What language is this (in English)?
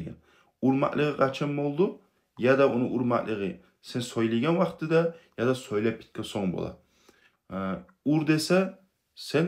Kumyk